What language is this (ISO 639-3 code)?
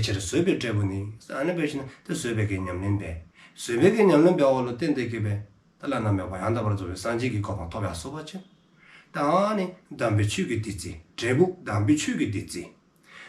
dzo